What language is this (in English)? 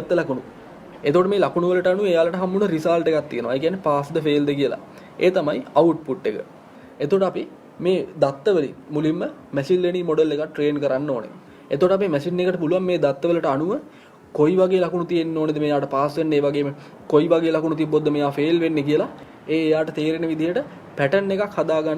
Sinhala